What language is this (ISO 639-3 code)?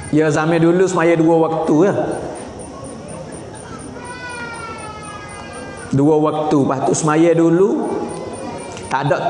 msa